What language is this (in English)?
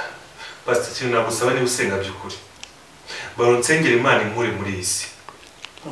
Kinyarwanda